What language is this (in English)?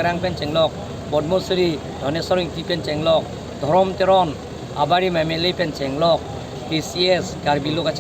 Karbi